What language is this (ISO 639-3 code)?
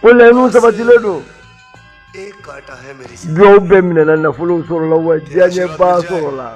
bam